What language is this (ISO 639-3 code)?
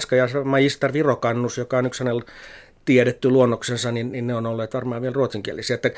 fin